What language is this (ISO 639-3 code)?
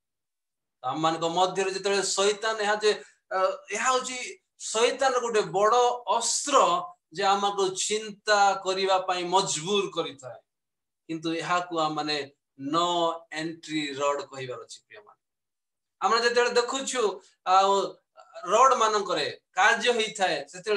ori